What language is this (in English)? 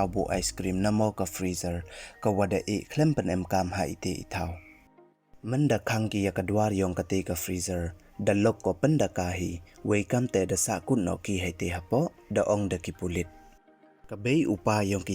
Pnar